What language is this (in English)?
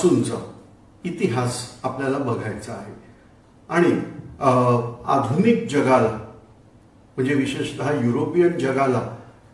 Marathi